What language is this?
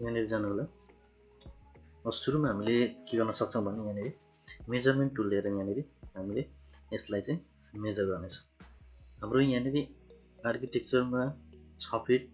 Nepali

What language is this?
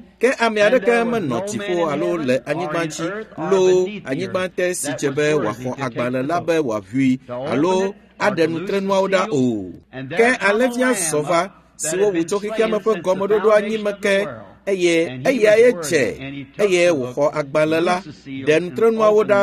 Ewe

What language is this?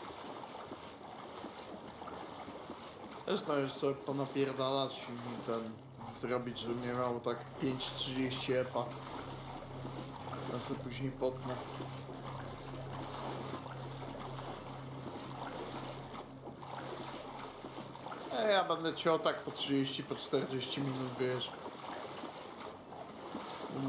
Polish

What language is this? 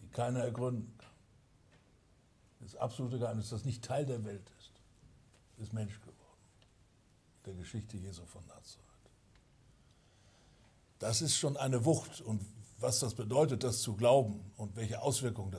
German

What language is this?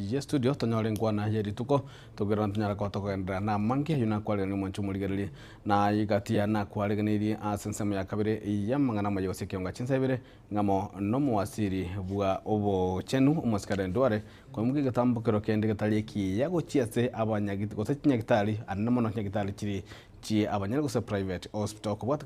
Gusii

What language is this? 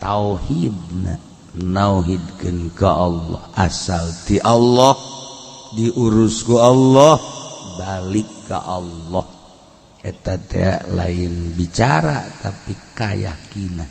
Sundanese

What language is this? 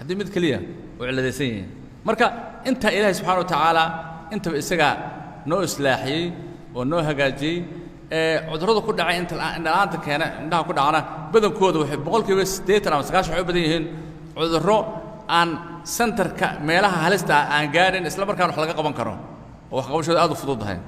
Somali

